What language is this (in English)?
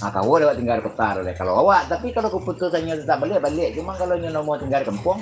Minangkabau